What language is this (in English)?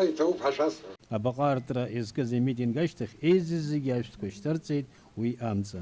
Abkhazian